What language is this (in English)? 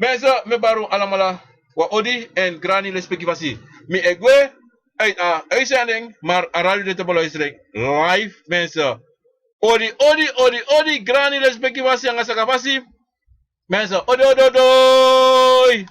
Sranan Tongo